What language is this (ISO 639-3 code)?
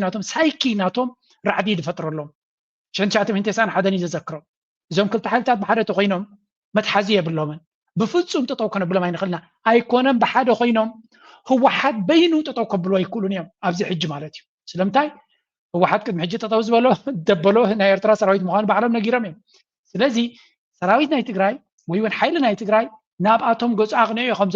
tir